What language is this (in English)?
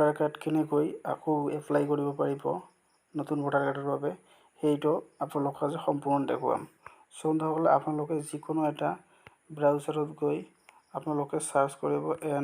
Assamese